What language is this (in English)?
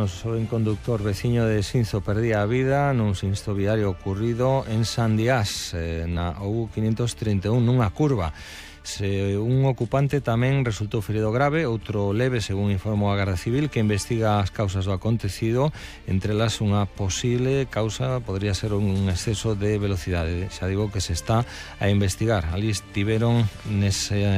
Galician